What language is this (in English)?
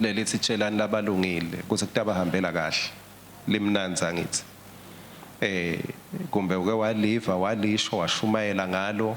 Swati